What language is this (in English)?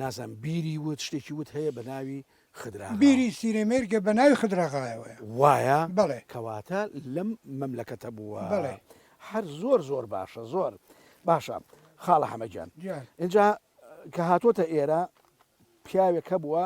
Central Kurdish